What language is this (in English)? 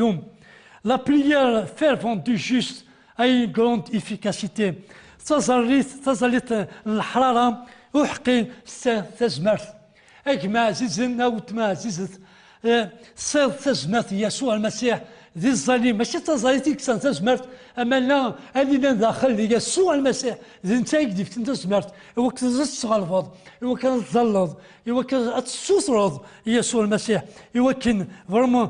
Kabyle